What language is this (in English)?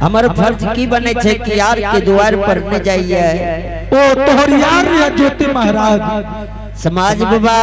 Angika